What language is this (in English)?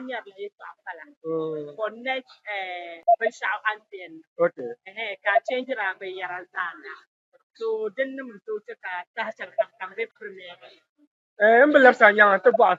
Dagbani